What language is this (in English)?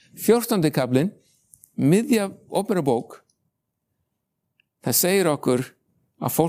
Icelandic